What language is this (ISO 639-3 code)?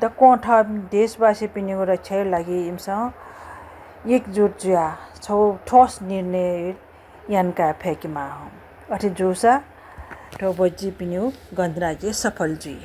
new